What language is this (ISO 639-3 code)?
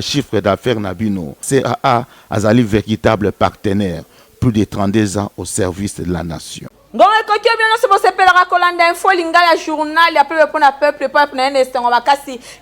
lin